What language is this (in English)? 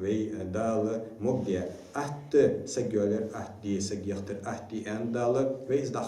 Ingush